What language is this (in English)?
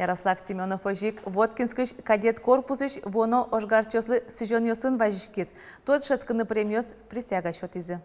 Udmurt